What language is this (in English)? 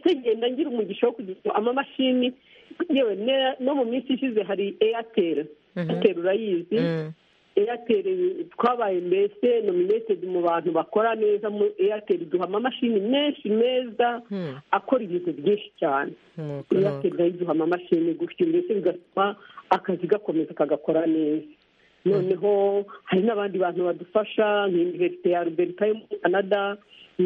Kinyarwanda